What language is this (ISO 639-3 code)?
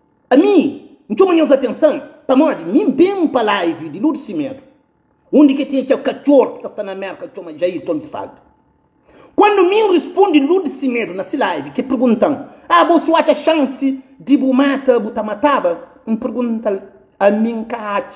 kea